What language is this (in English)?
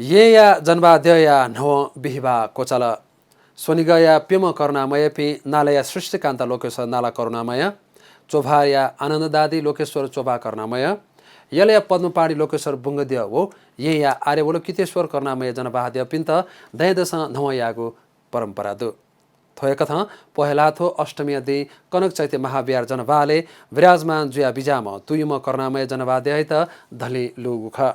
Newari